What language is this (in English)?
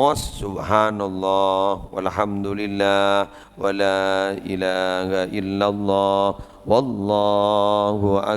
Madurese